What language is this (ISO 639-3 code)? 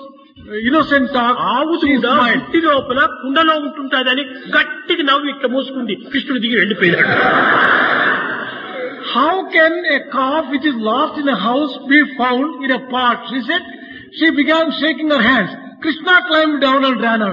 tel